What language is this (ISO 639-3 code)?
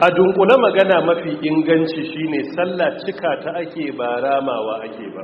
hau